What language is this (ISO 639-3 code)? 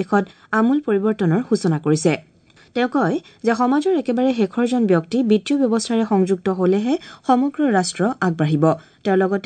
asm